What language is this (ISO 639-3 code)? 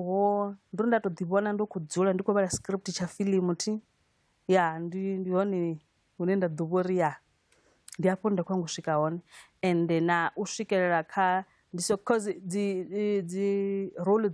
ven